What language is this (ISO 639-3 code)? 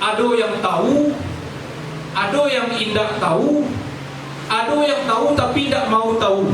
min